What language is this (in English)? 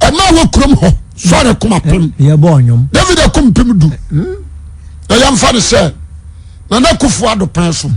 Akan